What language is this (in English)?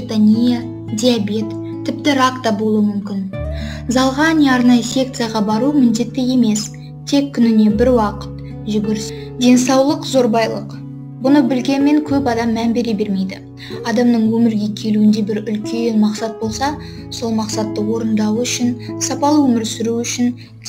Kazakh